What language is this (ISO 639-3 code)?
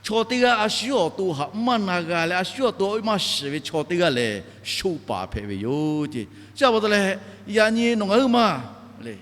lhu